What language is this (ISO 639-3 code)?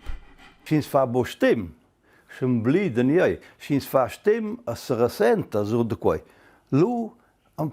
roh